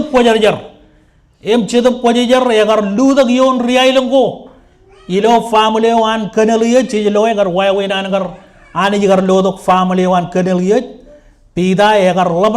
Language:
Marshallese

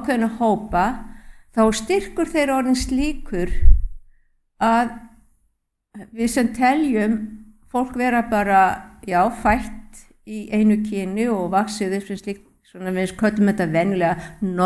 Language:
Icelandic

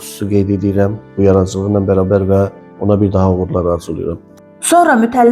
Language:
Azerbaijani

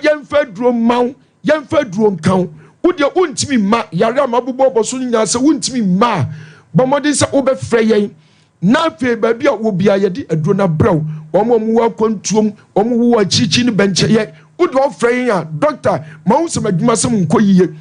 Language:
Akan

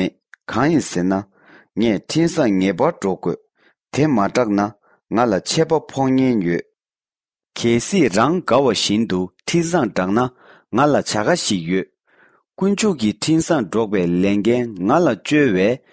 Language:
Tibetan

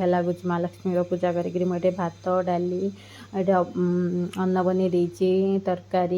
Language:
Odia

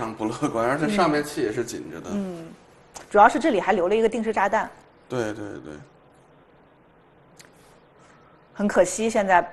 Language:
Chinese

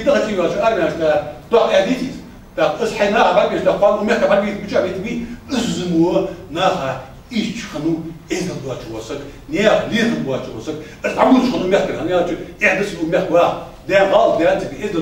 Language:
Ingush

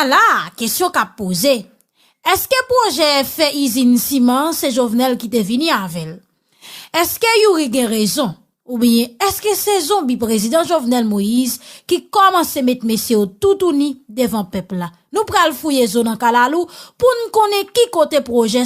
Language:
Haitian Creole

